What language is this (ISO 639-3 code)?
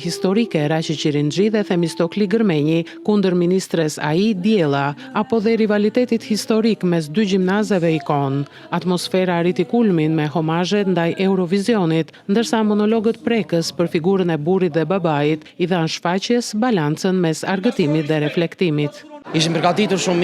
sqi